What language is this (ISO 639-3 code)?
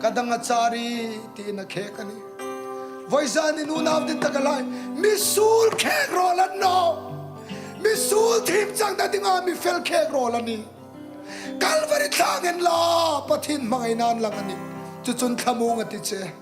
hmr